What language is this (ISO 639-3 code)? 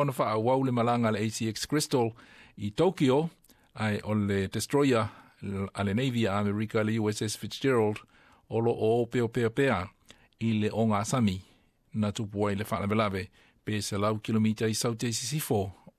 smo